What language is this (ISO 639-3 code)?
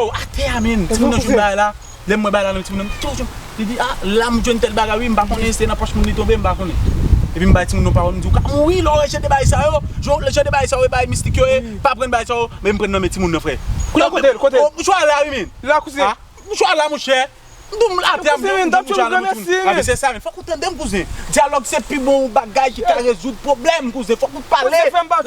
hat